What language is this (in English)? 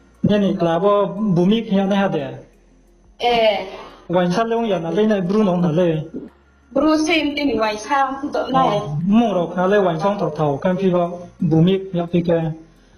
Riang (India)